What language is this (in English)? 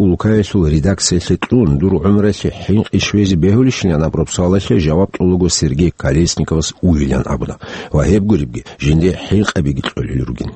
Avaric